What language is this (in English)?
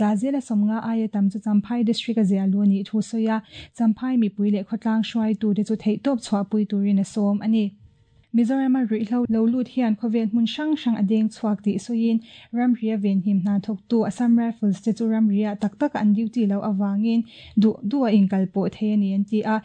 Mizo